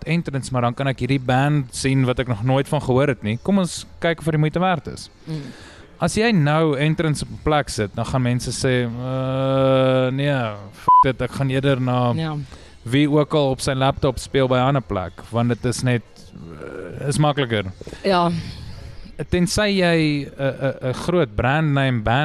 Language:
Afrikaans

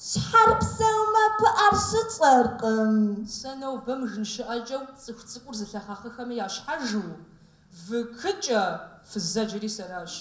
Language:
Kabardian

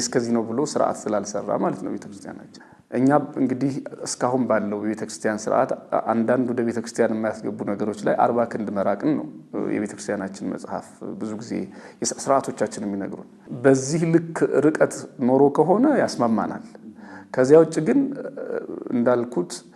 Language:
Amharic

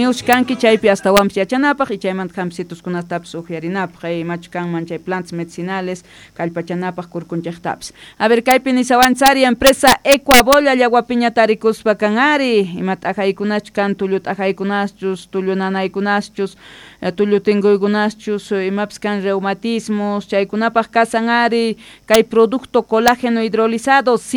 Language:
Quechua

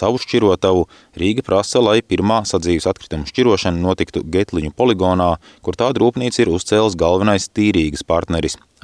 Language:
Latvian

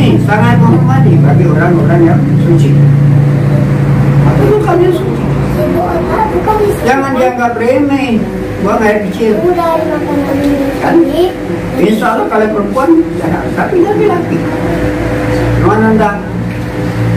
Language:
Indonesian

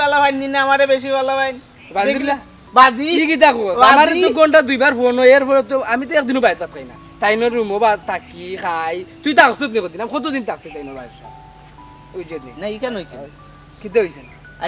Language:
Sylheti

